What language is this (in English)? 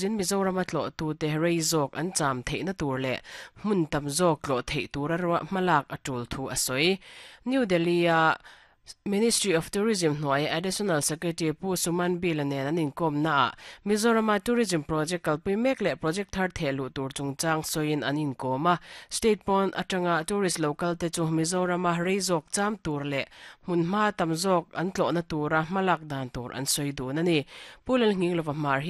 Mizo